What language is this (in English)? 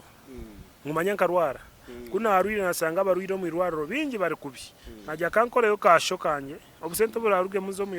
Nyankole